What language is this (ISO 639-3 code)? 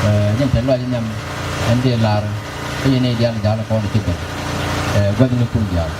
nus